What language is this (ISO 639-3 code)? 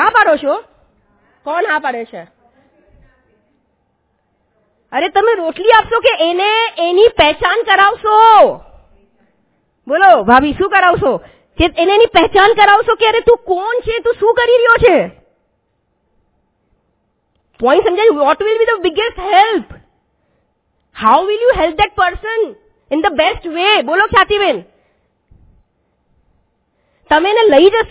guj